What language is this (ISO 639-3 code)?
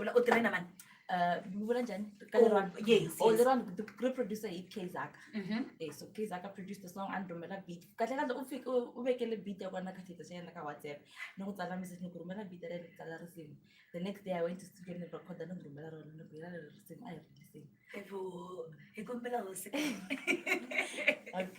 tso